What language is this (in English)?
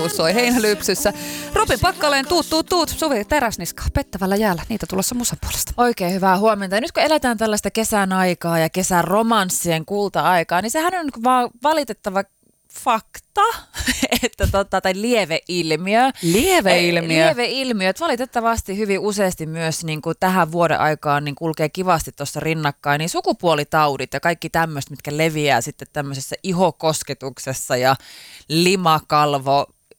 Finnish